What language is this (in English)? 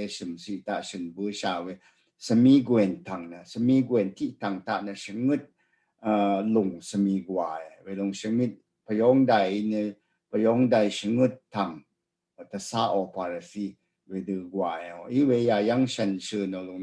Rawang